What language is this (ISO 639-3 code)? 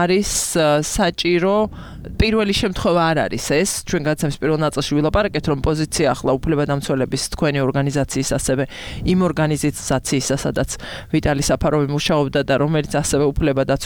kat